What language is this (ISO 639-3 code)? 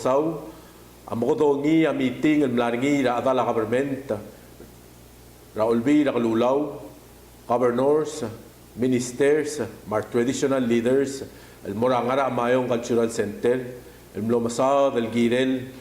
pau